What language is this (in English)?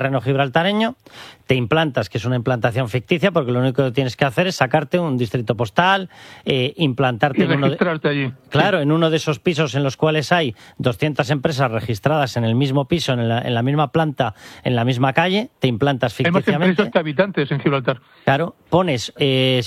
Spanish